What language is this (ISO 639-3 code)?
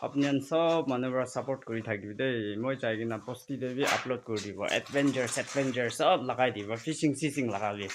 nag